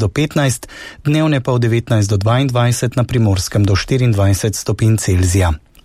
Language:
Slovenian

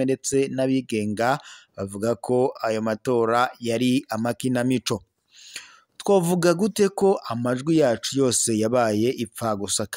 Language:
Rundi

